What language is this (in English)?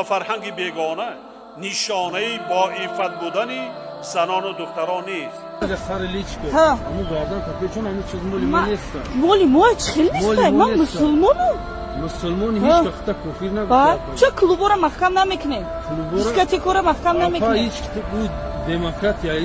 Tajik